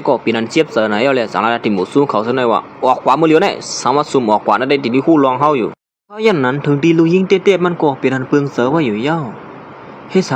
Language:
Shan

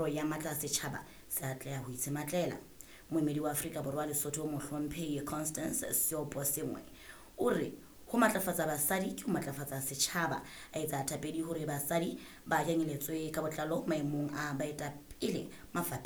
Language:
Southern Sotho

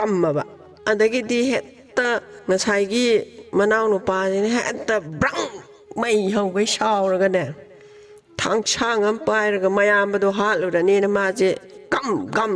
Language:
Manipuri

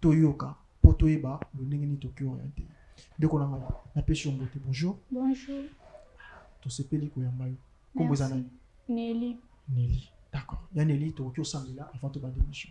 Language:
Lingala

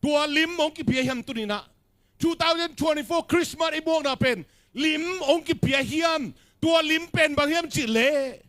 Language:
Tedim Chin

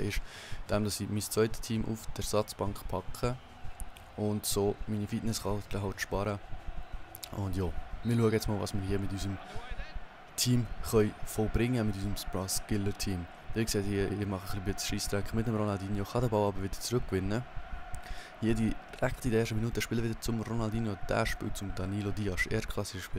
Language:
Swiss German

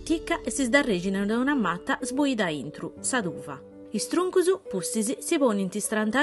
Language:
Sardinian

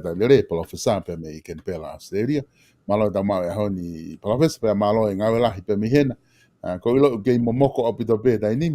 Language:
Tongan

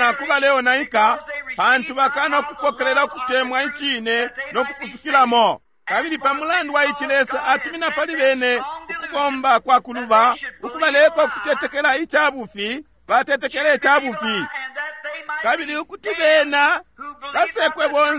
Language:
Bemba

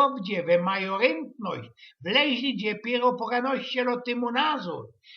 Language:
Silesian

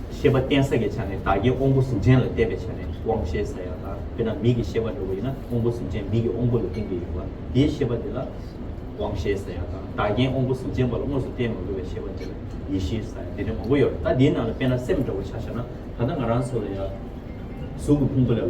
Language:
Tibetan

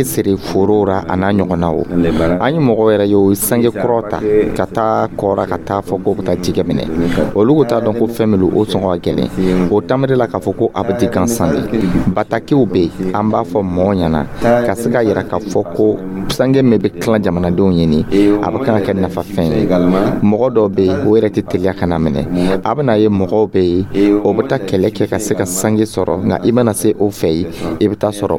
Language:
Dyula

